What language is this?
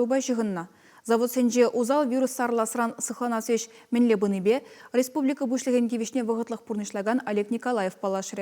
Chuvash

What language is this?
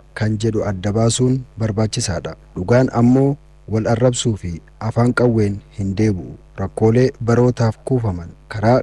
Oromo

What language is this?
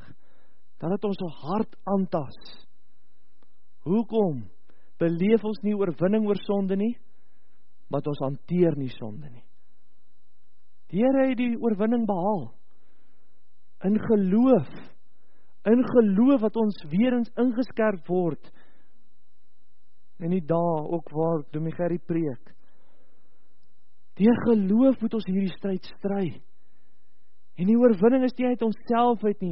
Afrikaans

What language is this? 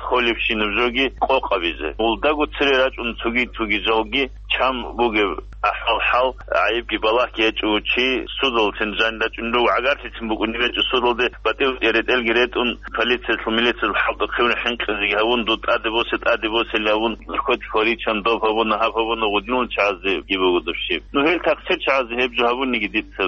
Avaric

